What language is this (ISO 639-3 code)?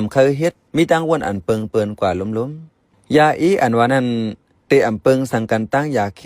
shn